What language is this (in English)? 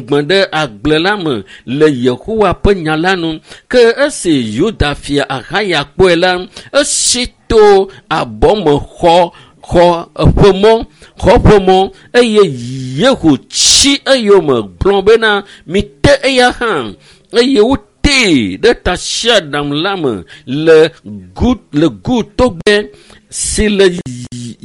Ewe